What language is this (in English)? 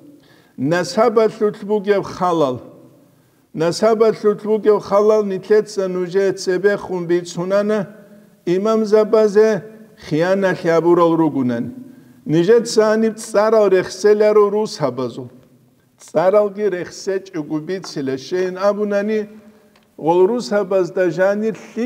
Avaric